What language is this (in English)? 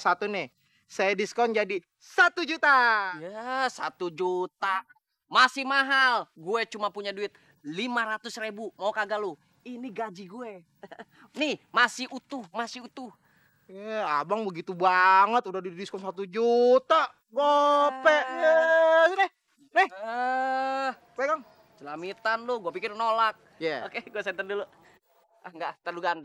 Betawi